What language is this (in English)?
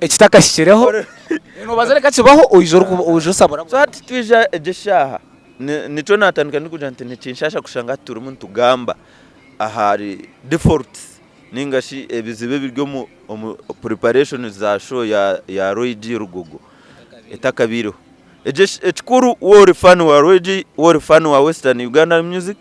Nyankole